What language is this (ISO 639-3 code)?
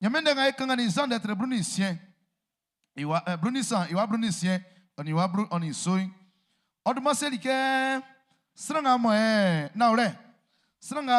bci